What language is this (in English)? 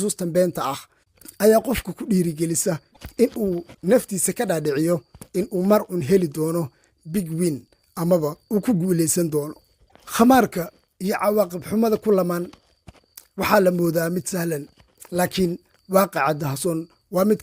Somali